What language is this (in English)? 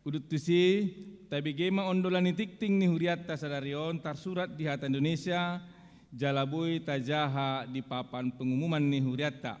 Batak Toba